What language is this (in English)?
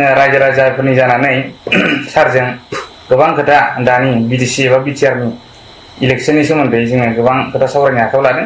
Bodo